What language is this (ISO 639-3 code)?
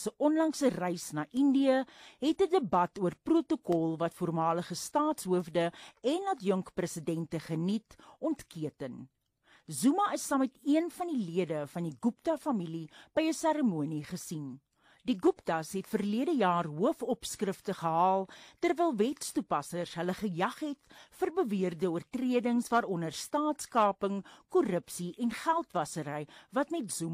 afr